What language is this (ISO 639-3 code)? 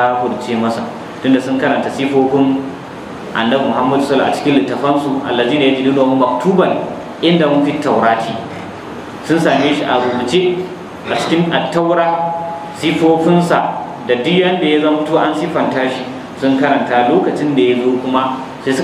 hau